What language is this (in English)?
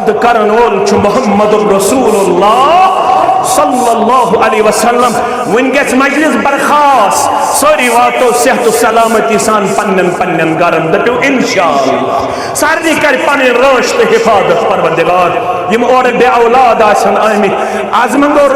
Kashmiri